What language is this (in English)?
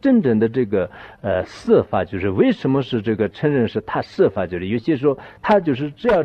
Chinese